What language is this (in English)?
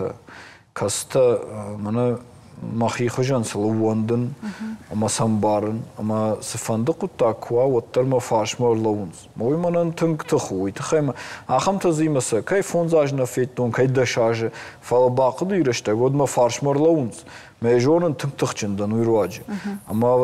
Ossetic